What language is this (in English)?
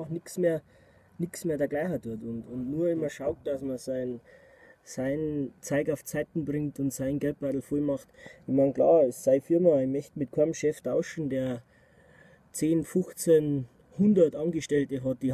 Bavarian